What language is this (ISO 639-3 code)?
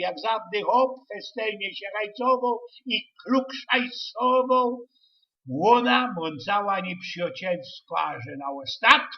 szl